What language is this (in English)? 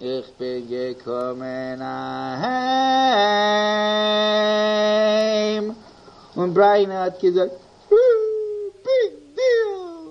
Yiddish